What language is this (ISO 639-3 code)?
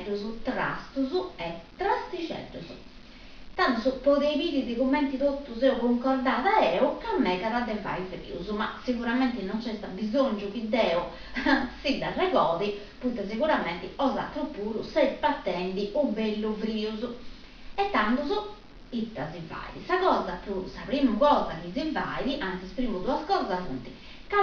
srd